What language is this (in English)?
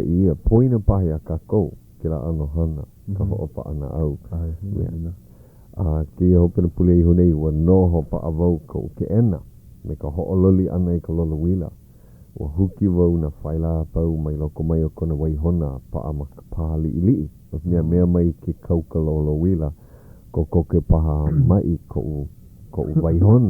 Hawaiian